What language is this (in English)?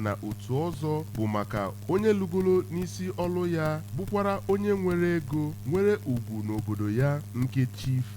Igbo